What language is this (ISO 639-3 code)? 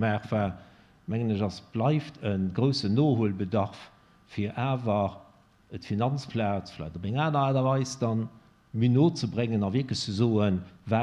ltz